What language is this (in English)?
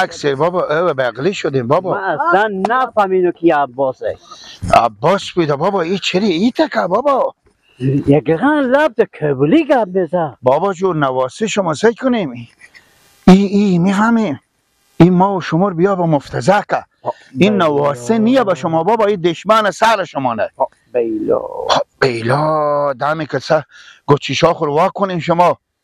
Persian